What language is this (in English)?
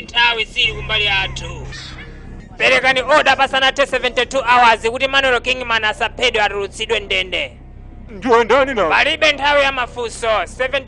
Nyanja